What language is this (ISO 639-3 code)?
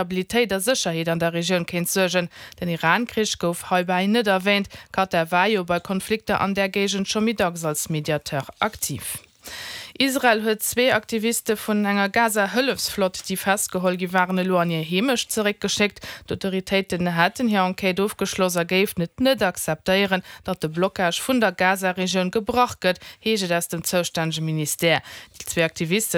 ltz